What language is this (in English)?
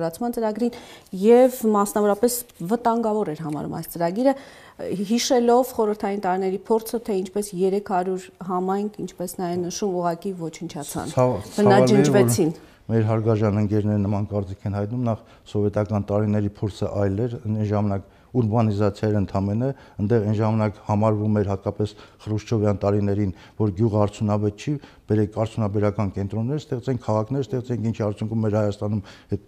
Armenian